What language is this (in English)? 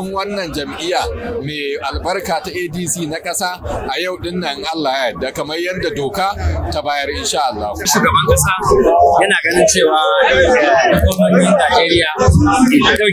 Hausa